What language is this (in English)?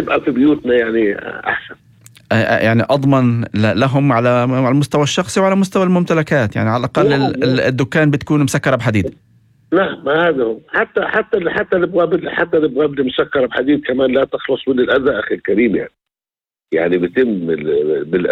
North Levantine Arabic